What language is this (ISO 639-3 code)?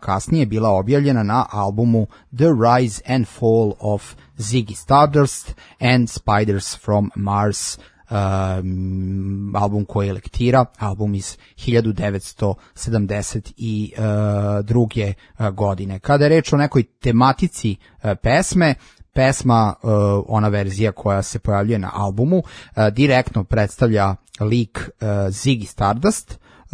srp